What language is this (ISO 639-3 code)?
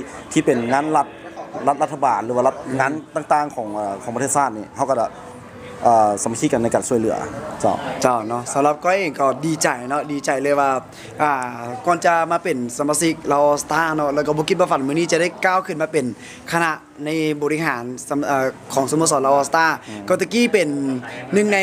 lao